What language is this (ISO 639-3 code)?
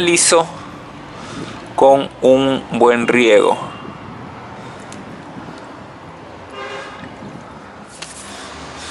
spa